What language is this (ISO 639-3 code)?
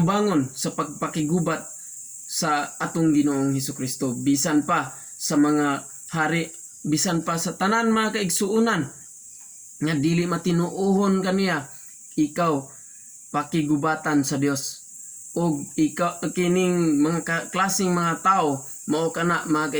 ceb